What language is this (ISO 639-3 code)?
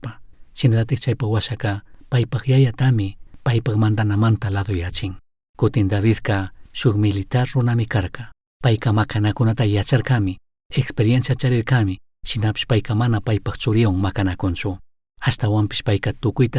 qug